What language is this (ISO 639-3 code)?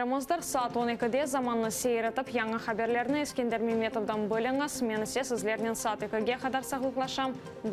crh